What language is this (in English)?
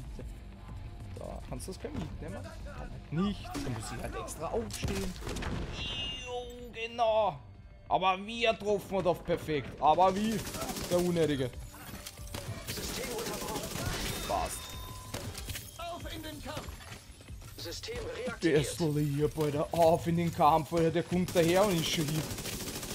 German